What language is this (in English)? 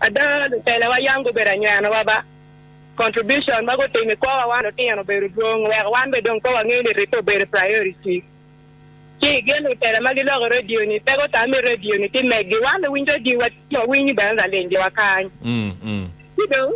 Acoli